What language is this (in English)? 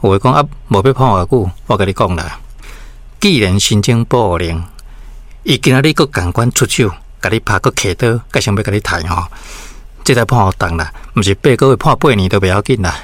Min Nan Chinese